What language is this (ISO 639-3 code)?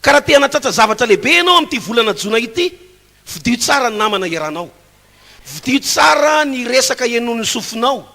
mlg